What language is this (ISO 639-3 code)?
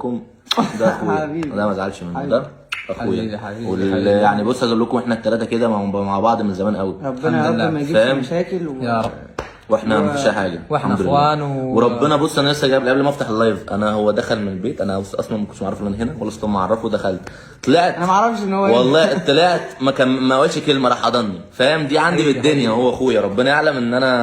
arz